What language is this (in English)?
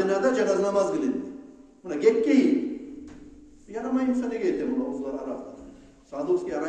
Kumyk